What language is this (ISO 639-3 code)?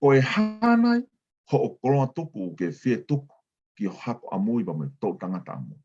ton